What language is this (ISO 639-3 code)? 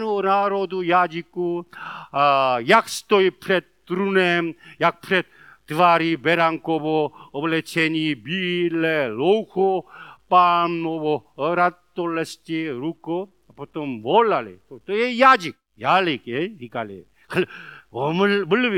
ces